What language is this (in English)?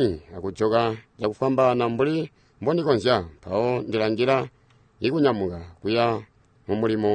Tonga (Zambia)